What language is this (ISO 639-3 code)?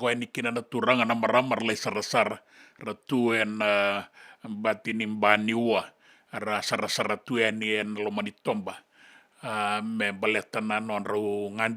fij